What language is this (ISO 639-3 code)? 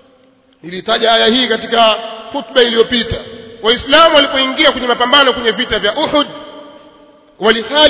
swa